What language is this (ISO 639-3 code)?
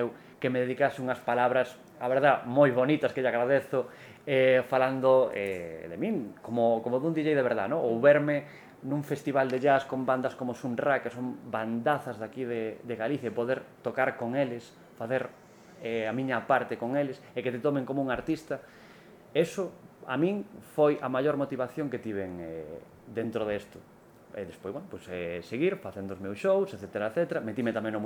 glg